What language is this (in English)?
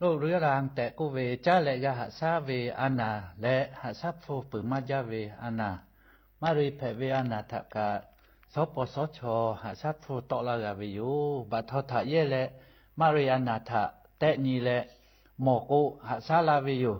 Lahu